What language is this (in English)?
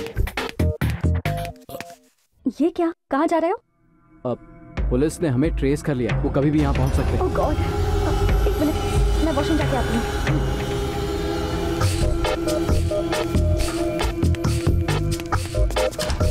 Hindi